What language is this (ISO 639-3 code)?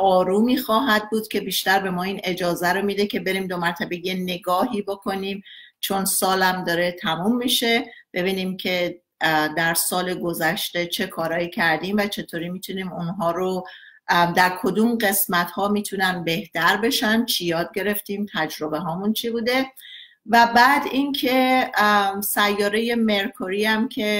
fas